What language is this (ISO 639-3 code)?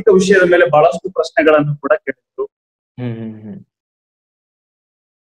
kan